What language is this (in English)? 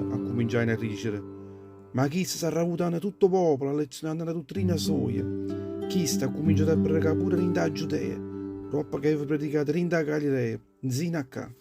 Neapolitan